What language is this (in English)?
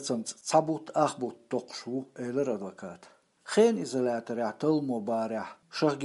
Chechen